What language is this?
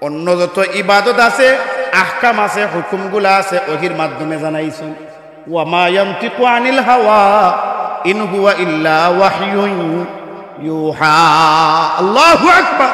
Sylheti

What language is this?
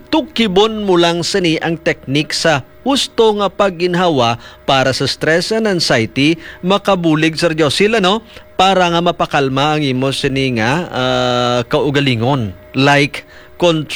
Hiligaynon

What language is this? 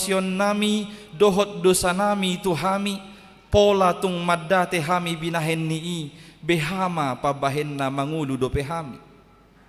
Batak Toba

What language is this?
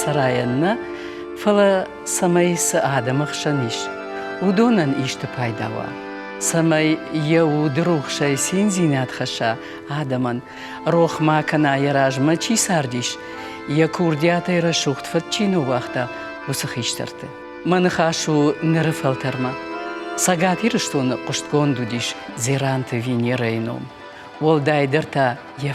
Ossetic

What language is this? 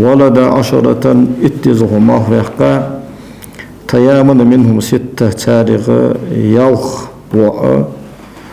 Ingush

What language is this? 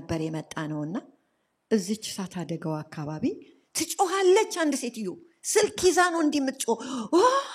Amharic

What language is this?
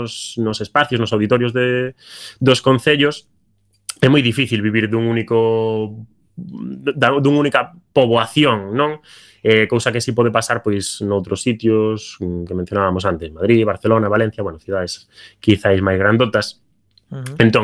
Galician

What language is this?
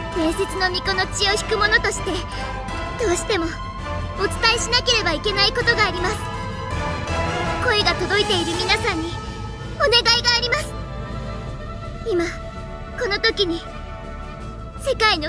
Japanese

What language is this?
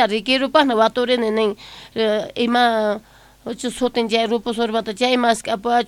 South Bolivian Quechua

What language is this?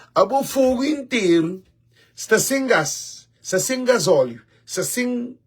Kabuverdianu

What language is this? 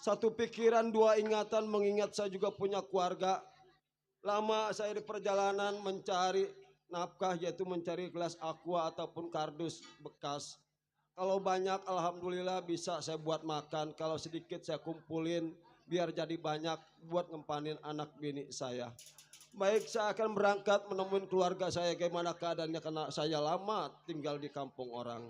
Betawi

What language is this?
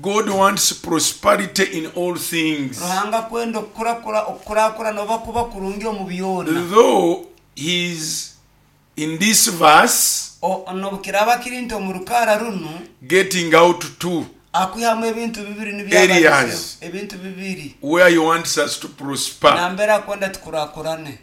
Nyankole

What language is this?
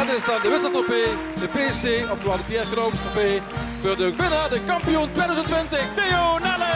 Limburgish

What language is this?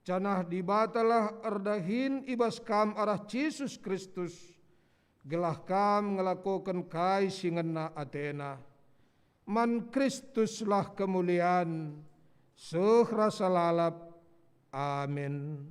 Batak Karo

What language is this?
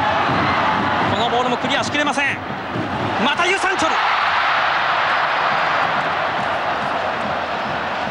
Japanese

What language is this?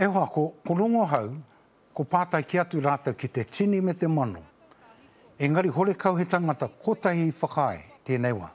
Māori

